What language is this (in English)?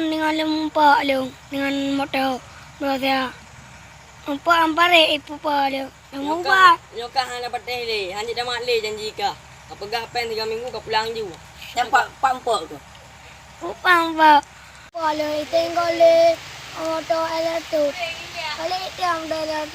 Achinese